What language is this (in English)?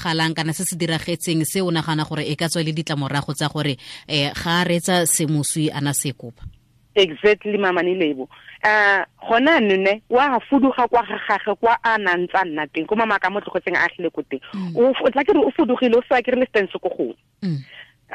Tswana